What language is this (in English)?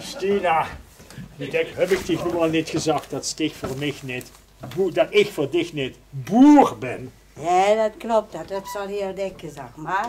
Limburgish